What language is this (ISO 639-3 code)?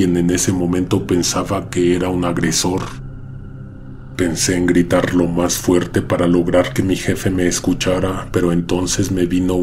spa